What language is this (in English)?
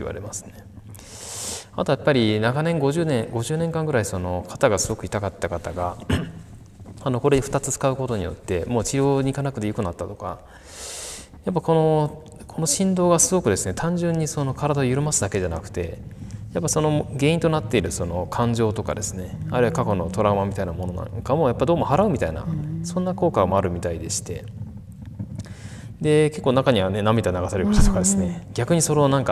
Japanese